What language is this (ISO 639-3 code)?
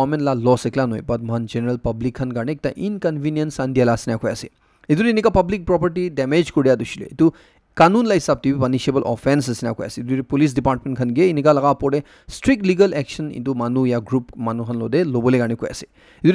nag